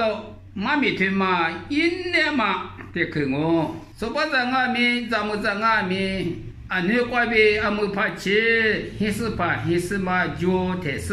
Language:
Lisu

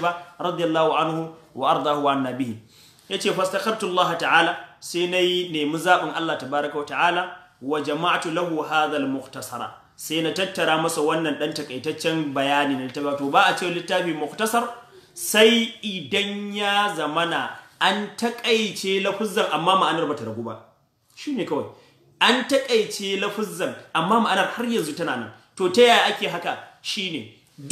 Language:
Hausa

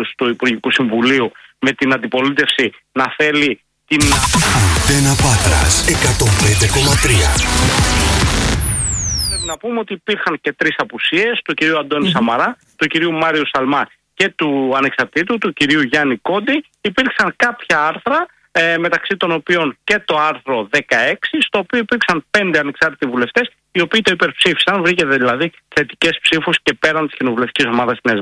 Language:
Greek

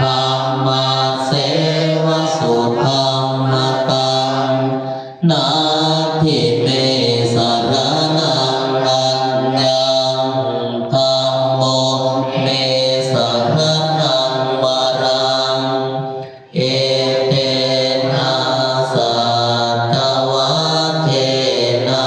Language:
Pali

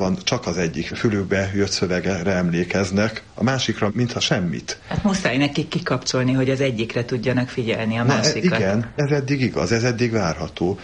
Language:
Hungarian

